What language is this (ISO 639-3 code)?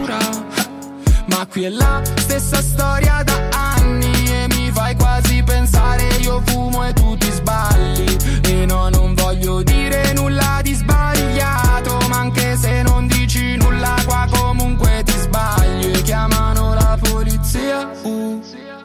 ita